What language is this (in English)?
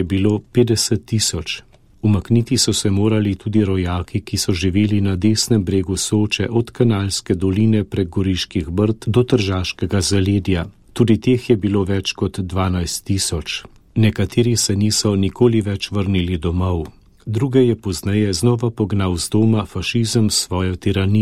Slovenian